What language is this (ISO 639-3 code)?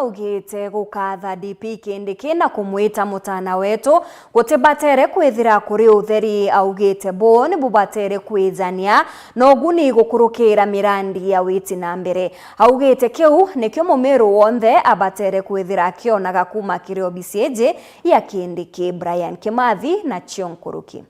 mer